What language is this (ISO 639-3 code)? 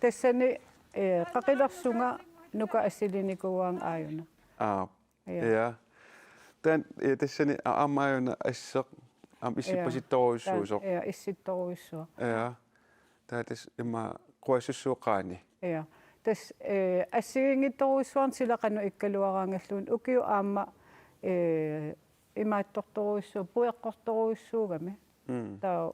kal